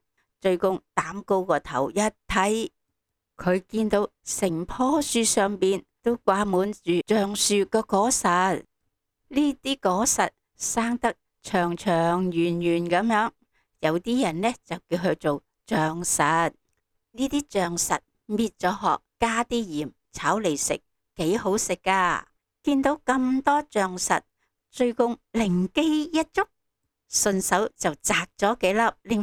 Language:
Cantonese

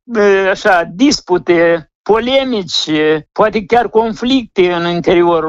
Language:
Romanian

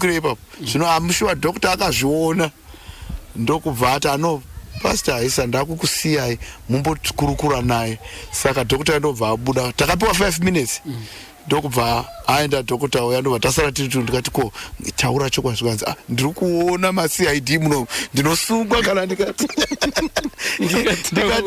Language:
Shona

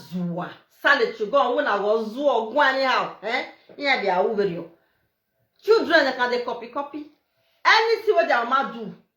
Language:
Nigerian Pidgin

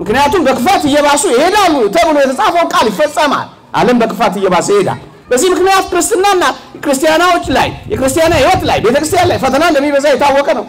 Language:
Amharic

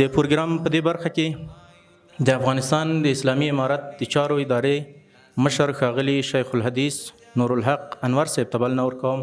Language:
Pashto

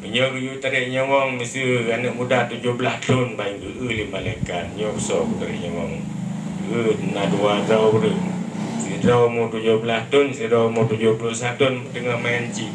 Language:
Achinese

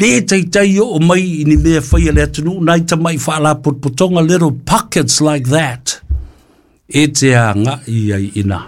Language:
Samoan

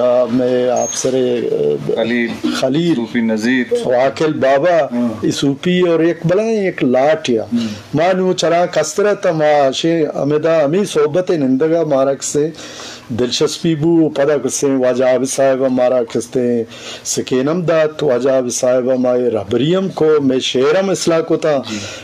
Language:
Eastern Balochi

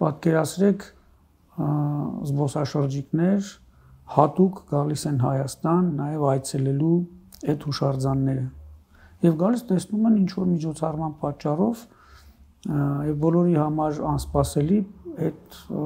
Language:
Armenian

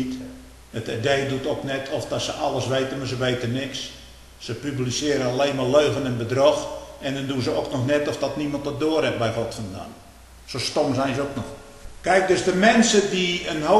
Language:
Dutch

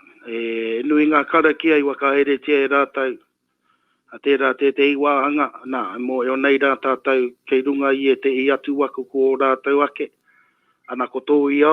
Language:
Māori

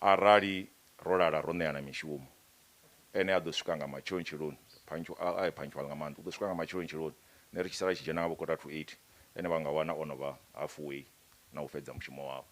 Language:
Venda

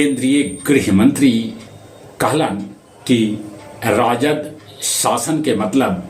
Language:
Magahi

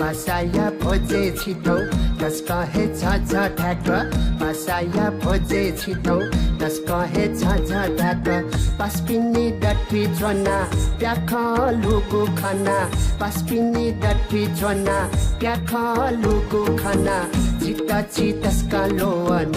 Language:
Newari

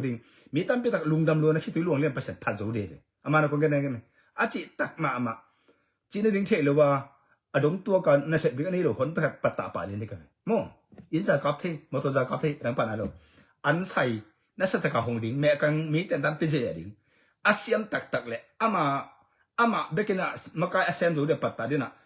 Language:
Tedim Chin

